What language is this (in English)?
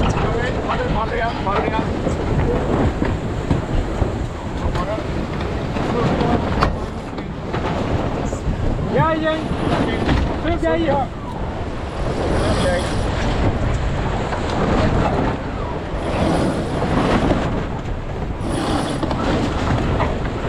Swedish